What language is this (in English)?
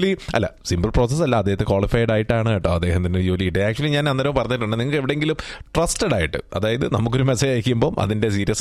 Malayalam